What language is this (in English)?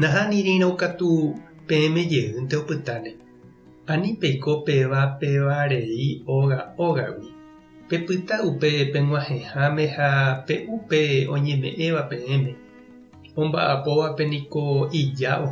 Guarani